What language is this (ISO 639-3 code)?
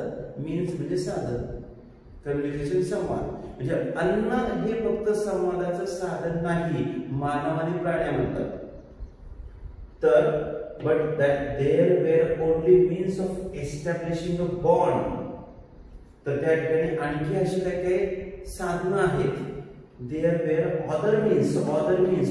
mar